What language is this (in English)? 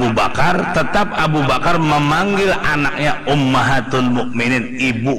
Banjar